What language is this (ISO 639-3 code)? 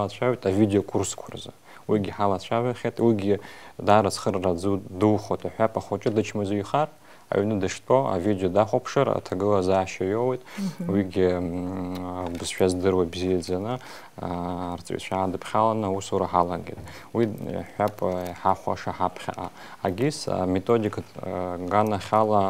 abk